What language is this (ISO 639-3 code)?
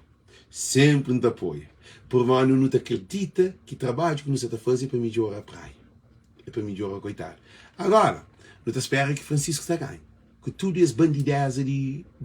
kea